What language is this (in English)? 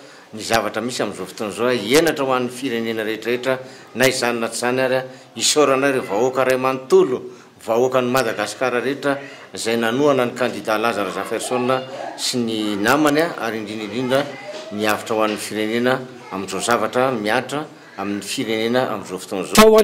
Malagasy